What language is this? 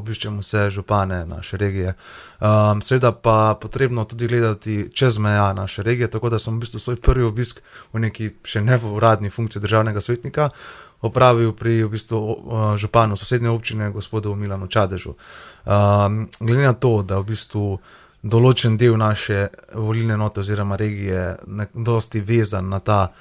Slovenian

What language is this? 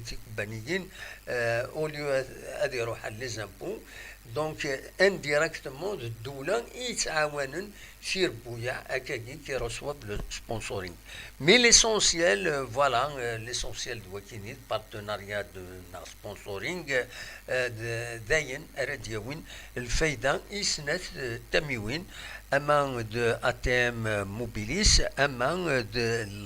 Kabyle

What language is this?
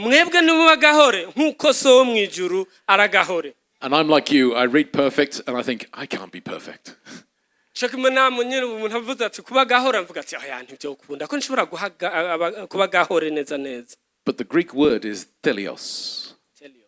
Rundi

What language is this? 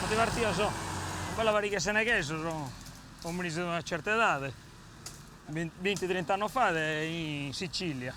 Sardinian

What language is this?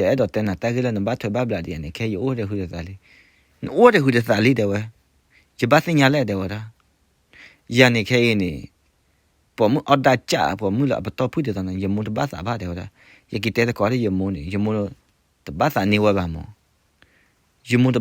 S'gaw Karen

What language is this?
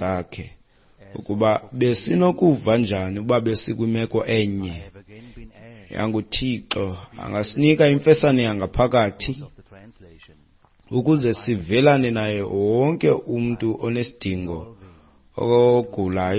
Xhosa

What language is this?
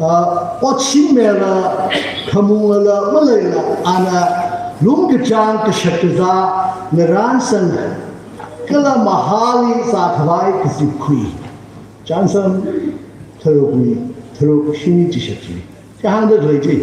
Tangkhul Naga (India)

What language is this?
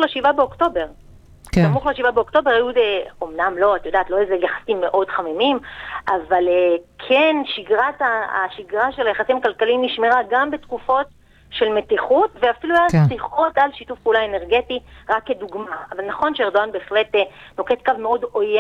Hebrew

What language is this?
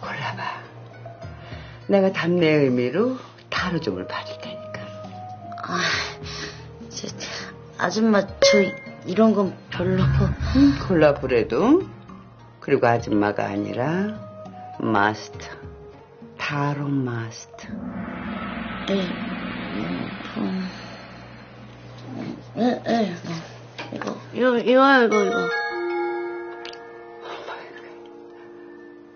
Korean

